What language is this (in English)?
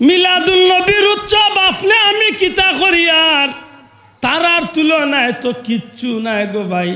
Sylheti